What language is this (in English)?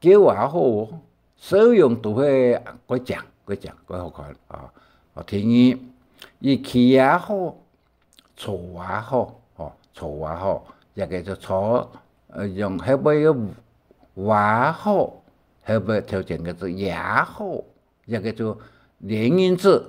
Hakka Chinese